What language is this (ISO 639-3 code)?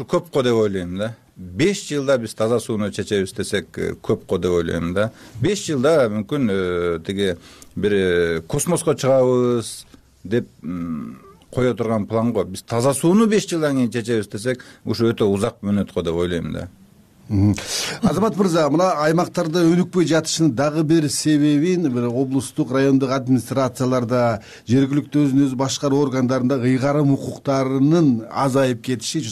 kir